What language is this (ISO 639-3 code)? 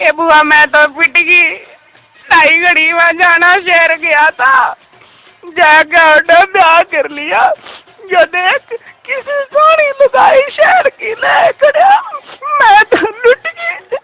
bgc